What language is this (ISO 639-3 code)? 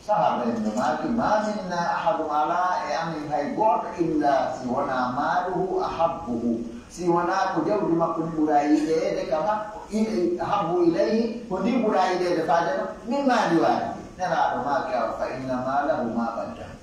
fuf